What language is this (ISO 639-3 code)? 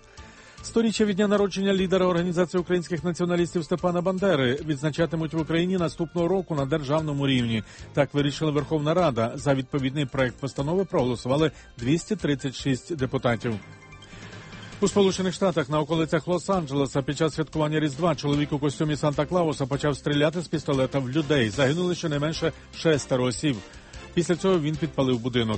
ukr